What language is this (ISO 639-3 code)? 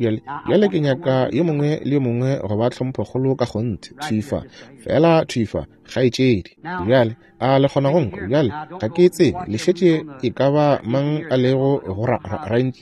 nso